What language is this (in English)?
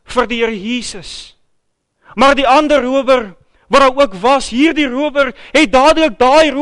Afrikaans